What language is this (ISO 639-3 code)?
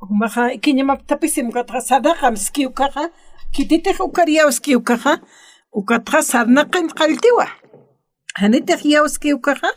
aym